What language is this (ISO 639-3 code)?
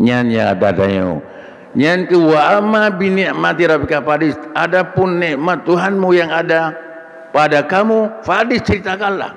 ace